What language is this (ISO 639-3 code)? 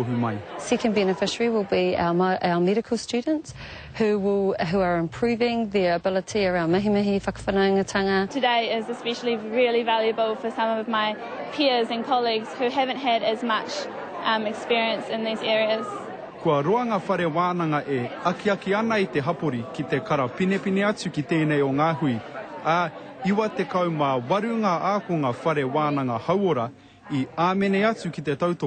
mri